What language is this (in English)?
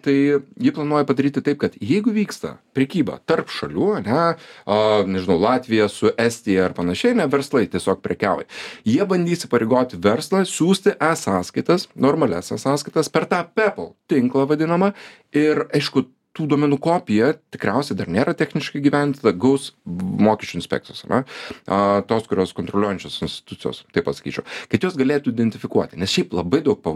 Lithuanian